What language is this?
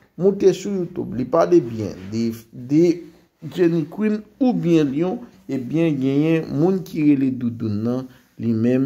Haitian Creole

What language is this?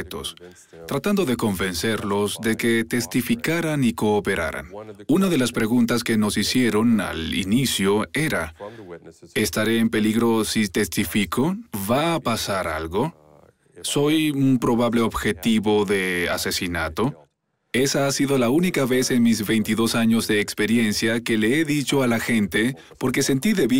Spanish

